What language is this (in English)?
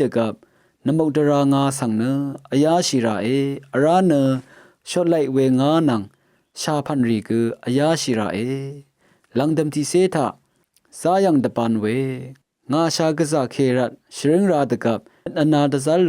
Rawang